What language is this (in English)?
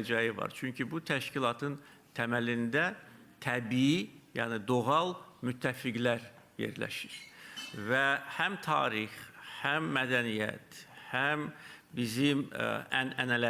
Azerbaijani